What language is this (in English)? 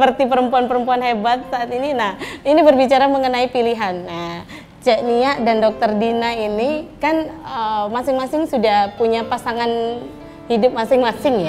Indonesian